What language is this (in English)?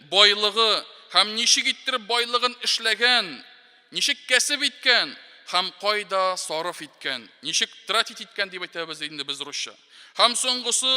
Tatar